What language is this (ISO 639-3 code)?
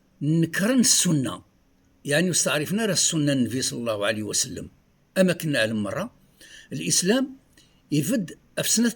kab